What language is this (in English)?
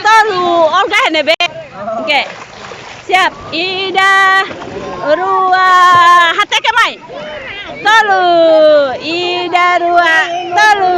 Tetum